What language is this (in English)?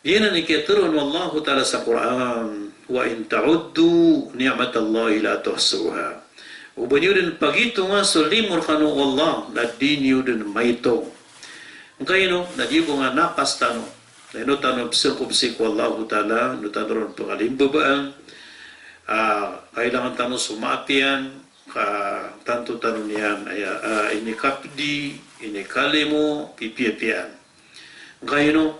Maranao